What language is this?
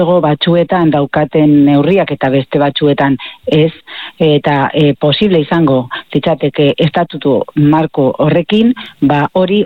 Basque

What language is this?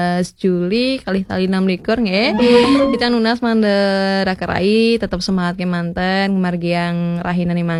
Balinese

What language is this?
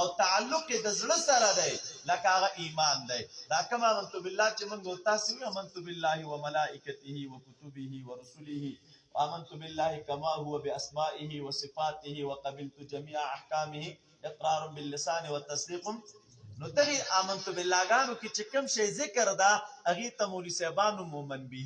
Pashto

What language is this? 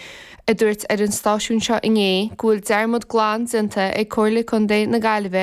Irish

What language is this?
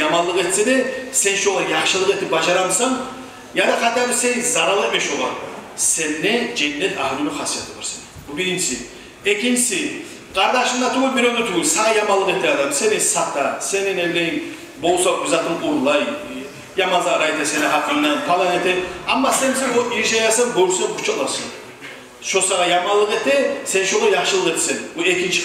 Kumyk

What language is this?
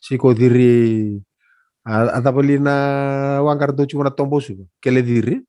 Fijian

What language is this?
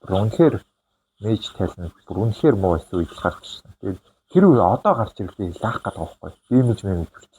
Mongolian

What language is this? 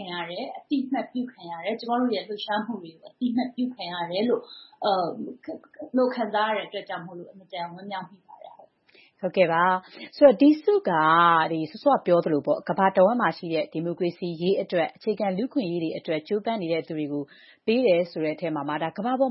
Burmese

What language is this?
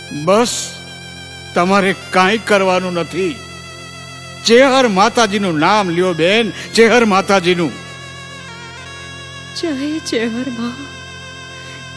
Gujarati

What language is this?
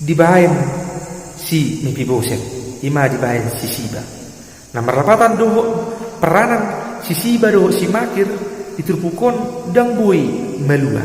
Batak Toba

